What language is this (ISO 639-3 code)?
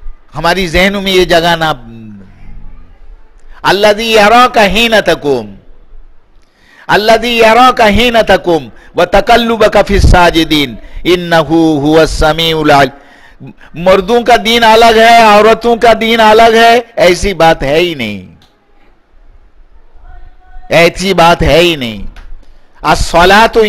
urd